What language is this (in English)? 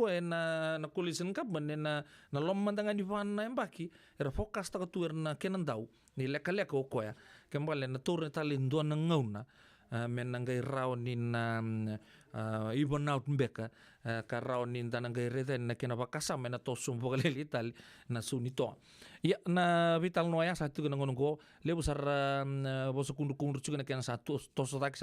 Fijian